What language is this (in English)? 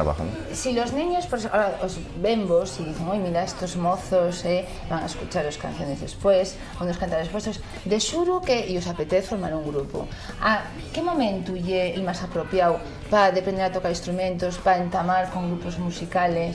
Asturian